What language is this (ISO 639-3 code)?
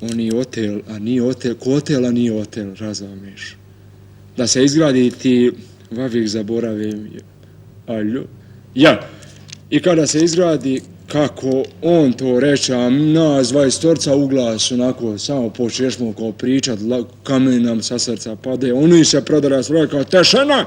bos